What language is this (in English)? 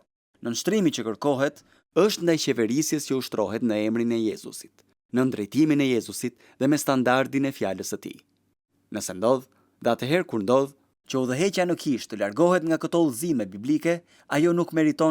Albanian